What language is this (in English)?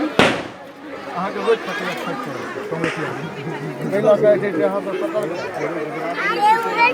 Maithili